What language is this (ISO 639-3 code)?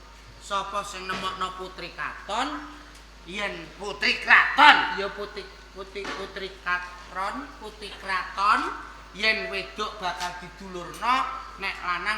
jav